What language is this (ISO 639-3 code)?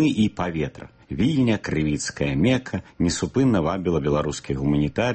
bel